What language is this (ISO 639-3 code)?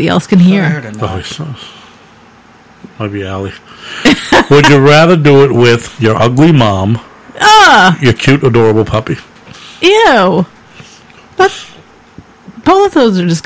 eng